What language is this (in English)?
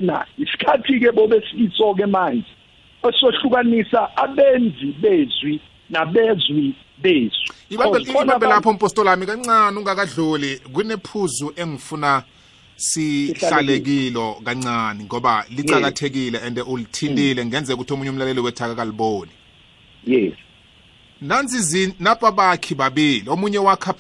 South Ndebele